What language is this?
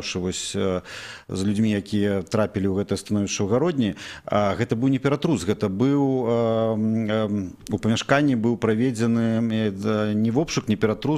Belarusian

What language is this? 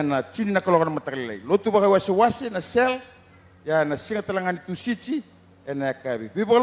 Fijian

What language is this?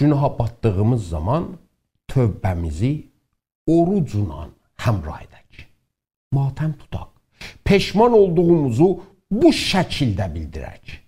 South Azerbaijani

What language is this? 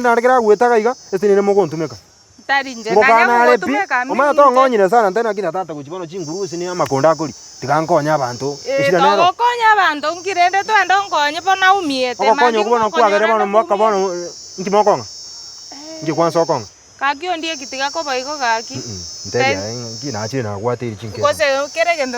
Gusii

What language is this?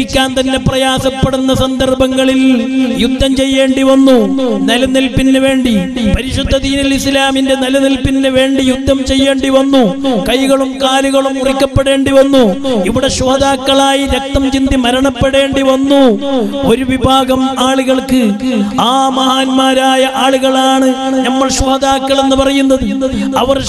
Malayalam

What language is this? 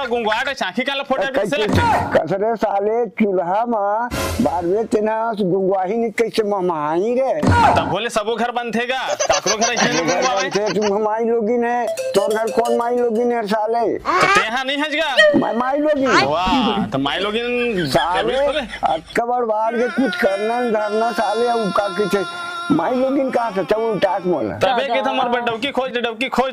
Chhattisgarhi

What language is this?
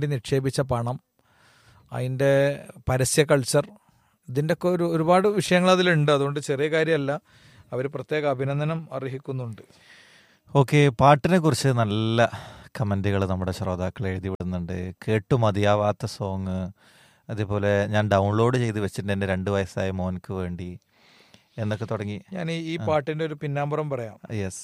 Malayalam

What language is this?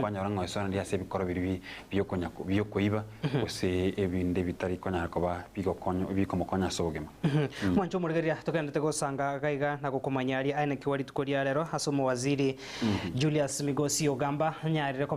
Gusii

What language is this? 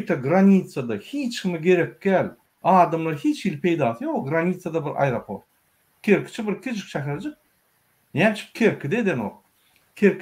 Turkmen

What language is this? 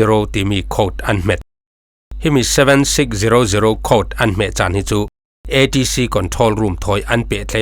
Falam Chin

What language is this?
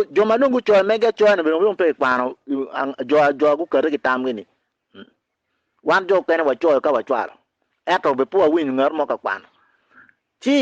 Acoli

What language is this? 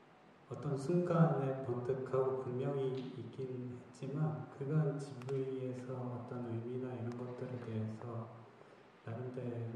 Korean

